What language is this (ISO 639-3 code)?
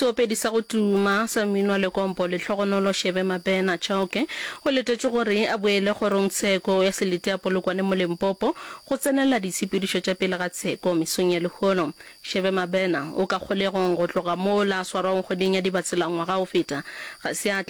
nso